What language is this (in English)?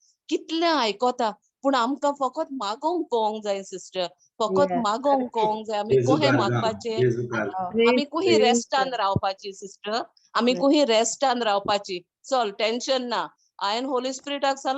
Konkani